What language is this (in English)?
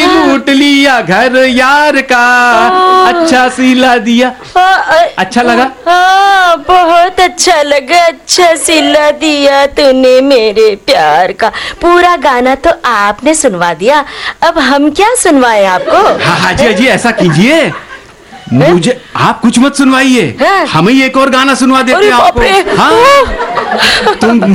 Hindi